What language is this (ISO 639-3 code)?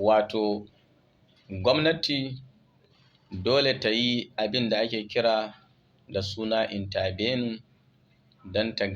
hau